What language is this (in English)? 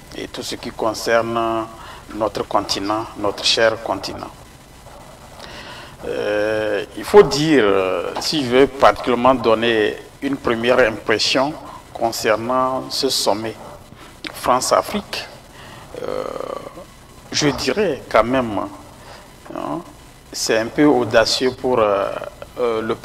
French